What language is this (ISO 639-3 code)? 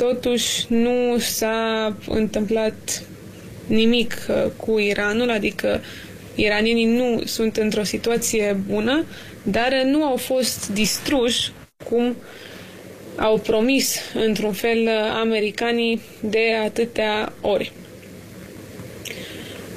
ron